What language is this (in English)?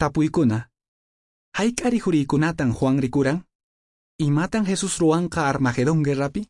Quechua